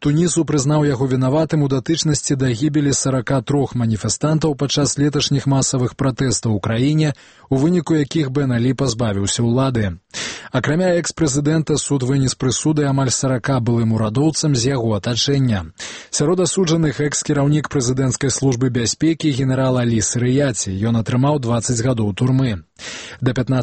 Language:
Belarusian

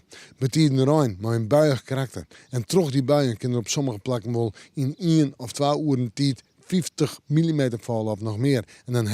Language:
Western Frisian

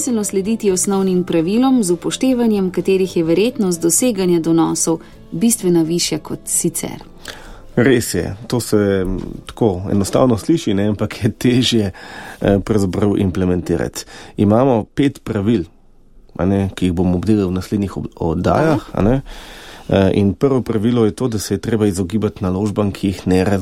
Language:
Slovenian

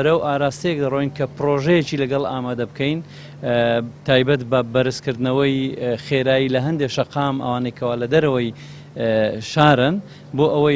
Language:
Central Kurdish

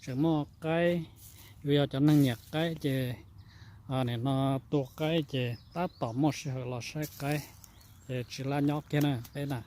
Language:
Hmong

